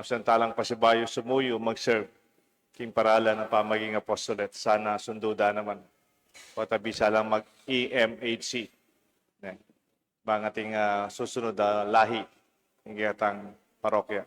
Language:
Pampanga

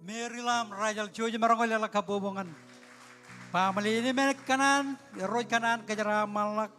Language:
Marshallese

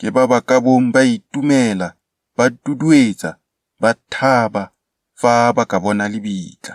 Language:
Tswana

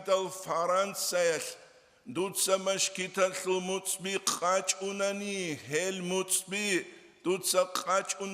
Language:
Avaric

